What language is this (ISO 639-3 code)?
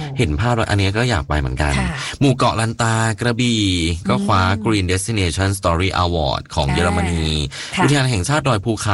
tha